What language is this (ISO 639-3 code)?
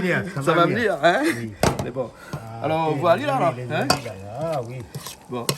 rcf